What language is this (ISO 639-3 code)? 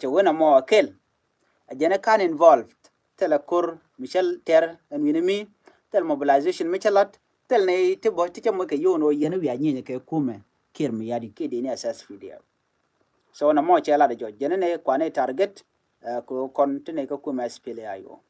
nus